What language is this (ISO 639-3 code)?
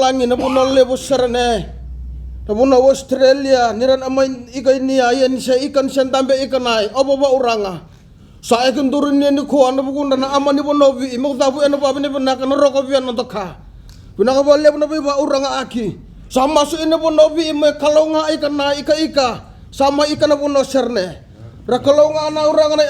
fij